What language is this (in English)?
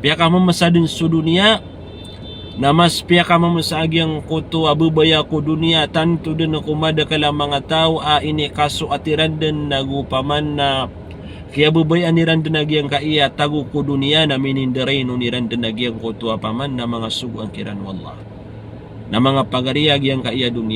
Maranao